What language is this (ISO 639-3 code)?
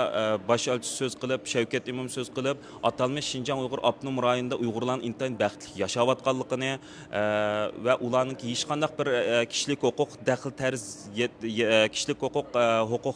uig